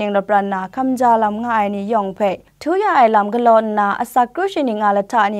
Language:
Kachin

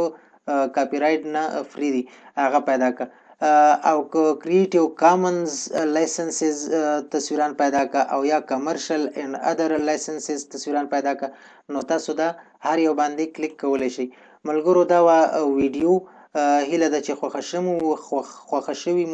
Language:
Pashto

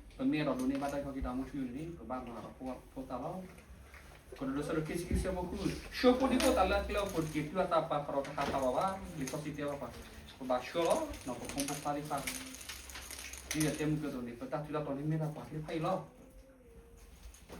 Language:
S'gaw Karen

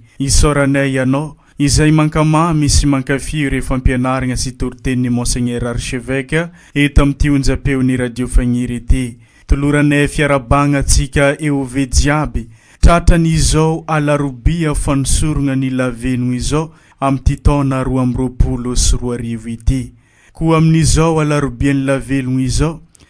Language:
Malagasy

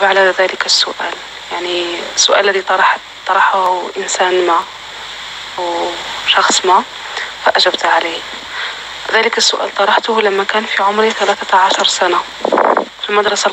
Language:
North Levantine Arabic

